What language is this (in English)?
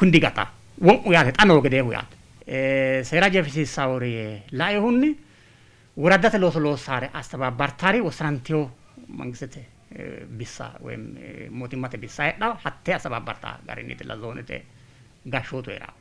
Sidamo